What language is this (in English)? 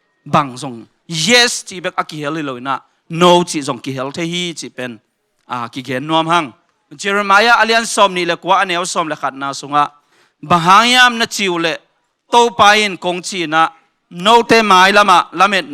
Tedim Chin